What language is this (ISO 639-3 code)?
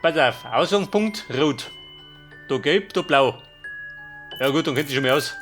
bar